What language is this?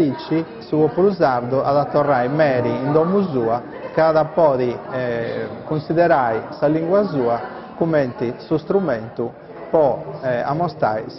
Sardinian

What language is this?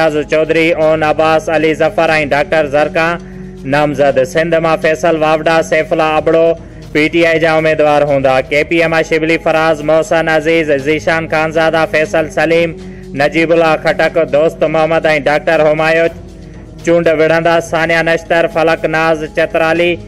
Sindhi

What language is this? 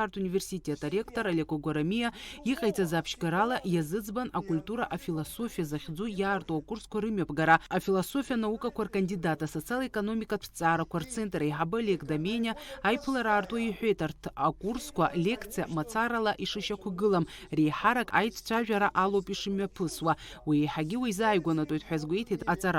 Abkhazian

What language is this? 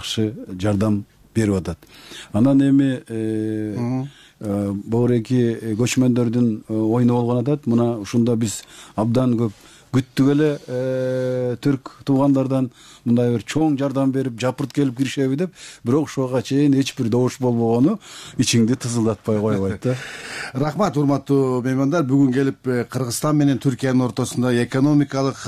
Kyrgyz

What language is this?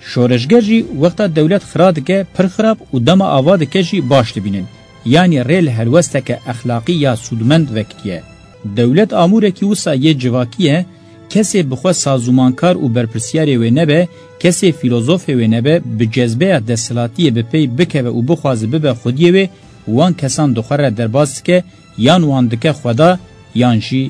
Kurdish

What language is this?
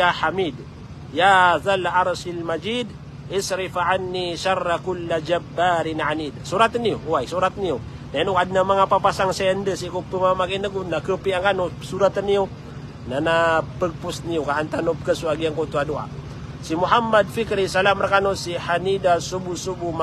Maranao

